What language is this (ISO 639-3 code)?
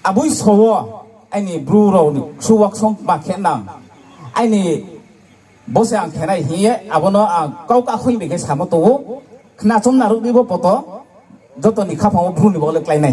ria